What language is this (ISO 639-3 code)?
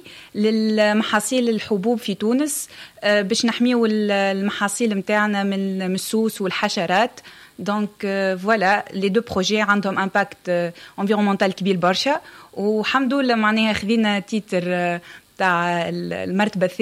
aeb